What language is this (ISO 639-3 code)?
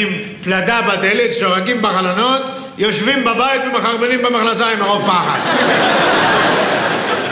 heb